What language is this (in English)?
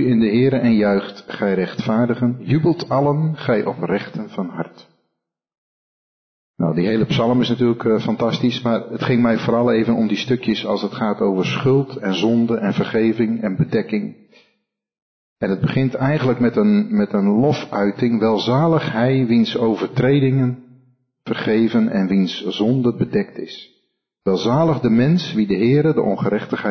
Dutch